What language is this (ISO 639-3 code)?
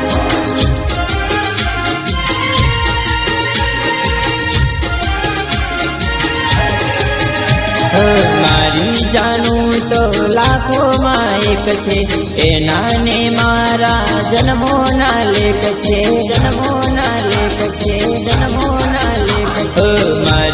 guj